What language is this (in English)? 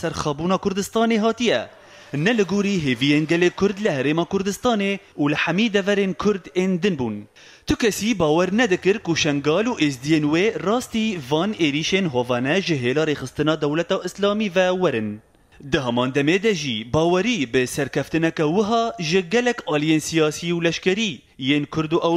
Kurdish